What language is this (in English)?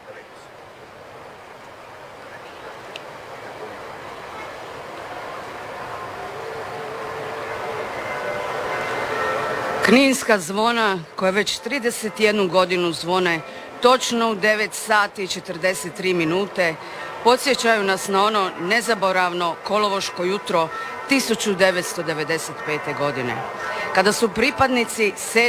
Croatian